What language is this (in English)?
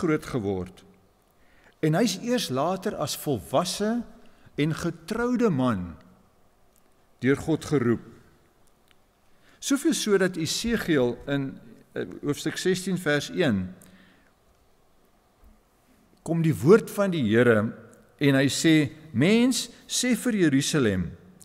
Afrikaans